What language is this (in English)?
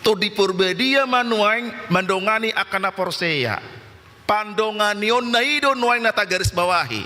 Batak Toba